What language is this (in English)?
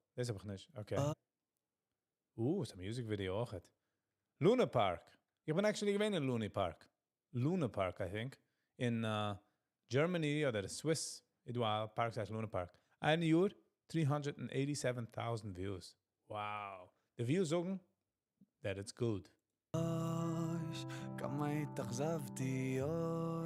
Yiddish